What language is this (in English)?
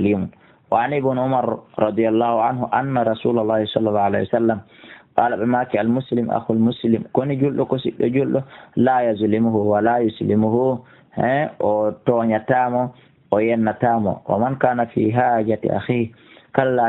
Fula